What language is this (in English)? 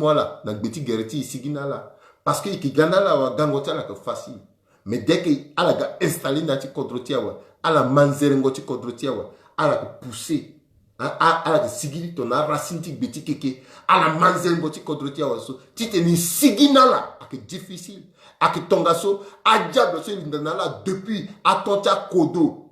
Sango